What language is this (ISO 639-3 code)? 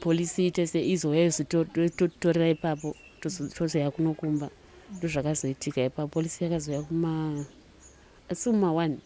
sna